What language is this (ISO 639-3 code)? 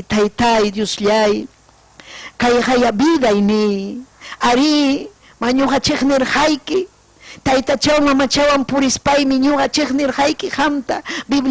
quy